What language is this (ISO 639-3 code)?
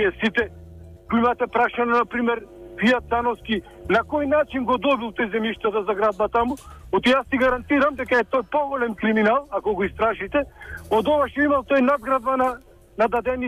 mkd